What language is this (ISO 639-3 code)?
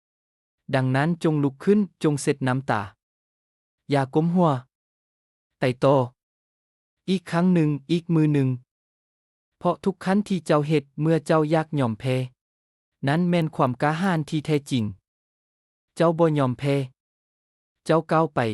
lao